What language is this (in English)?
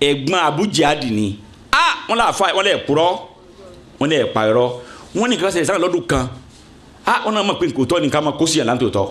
Yoruba